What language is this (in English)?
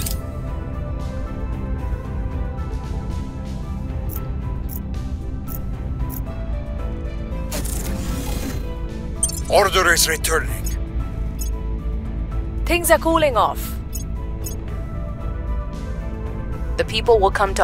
English